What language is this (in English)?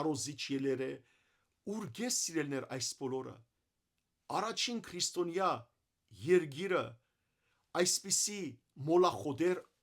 Western Armenian